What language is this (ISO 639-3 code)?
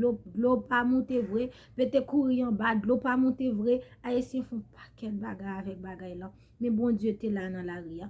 hat